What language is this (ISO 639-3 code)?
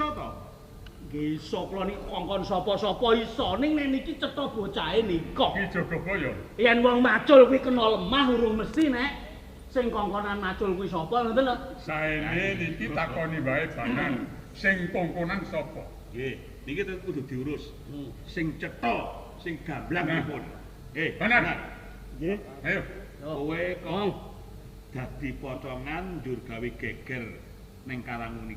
jav